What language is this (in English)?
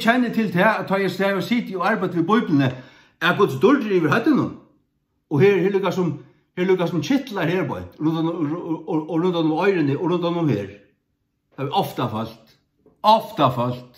Faroese